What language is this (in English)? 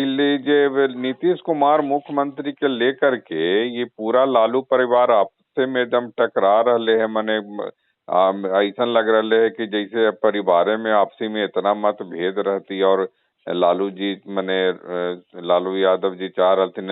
Magahi